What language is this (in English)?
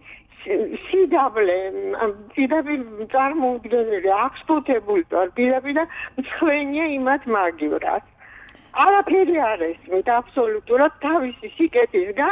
Georgian